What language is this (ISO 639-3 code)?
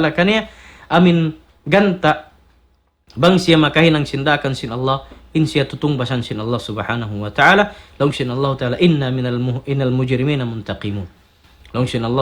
tsg